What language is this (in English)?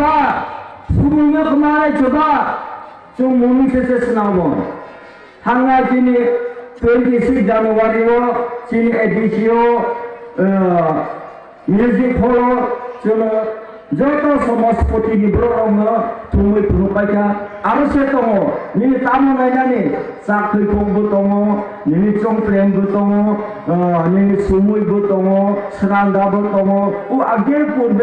Kok Borok